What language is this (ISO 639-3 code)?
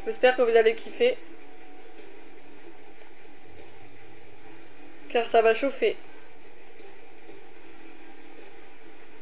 fra